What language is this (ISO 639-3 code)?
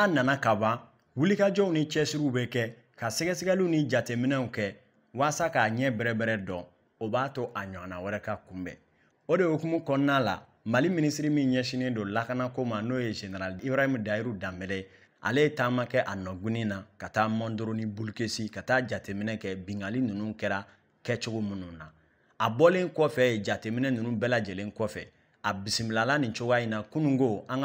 bam